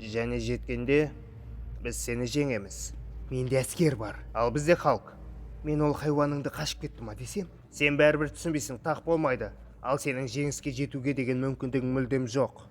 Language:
Kazakh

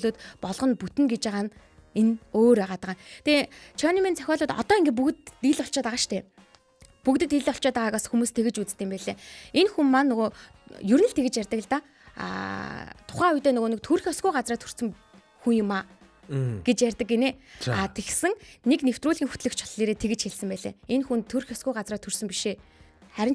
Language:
Mongolian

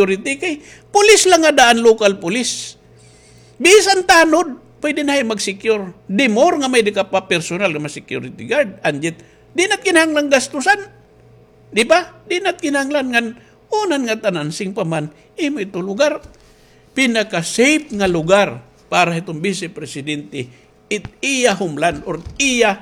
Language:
Waray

